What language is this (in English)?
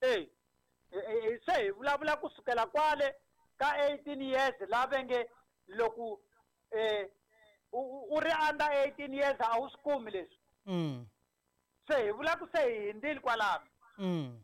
Tsonga